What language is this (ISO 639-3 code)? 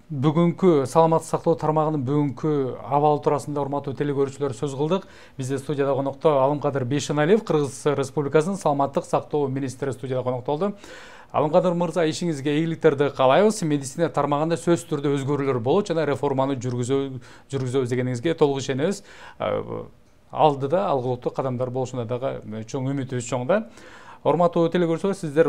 kir